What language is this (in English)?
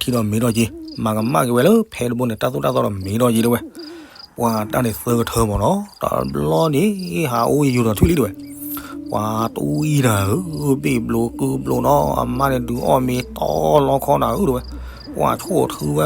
S'gaw Karen